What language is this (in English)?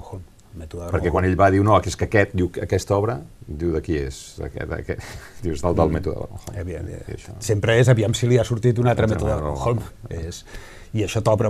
Catalan